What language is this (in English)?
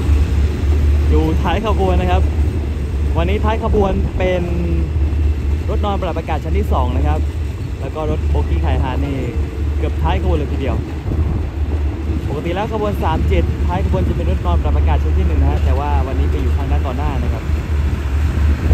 Thai